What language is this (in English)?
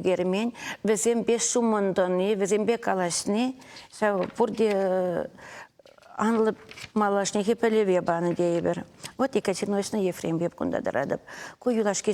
Chuvash